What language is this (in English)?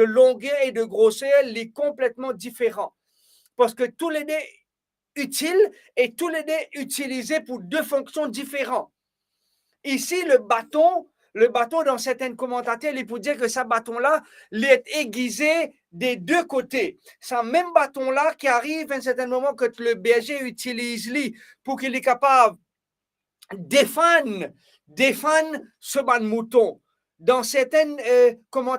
Morisyen